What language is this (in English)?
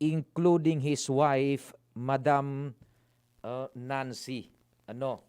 Bikol